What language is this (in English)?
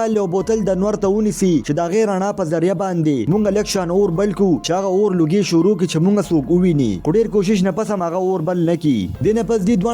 Pashto